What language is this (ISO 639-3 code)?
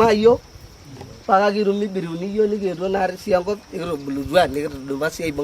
mas